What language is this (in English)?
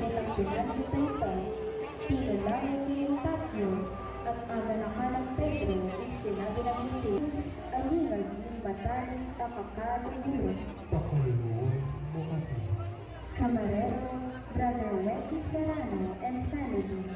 Pampanga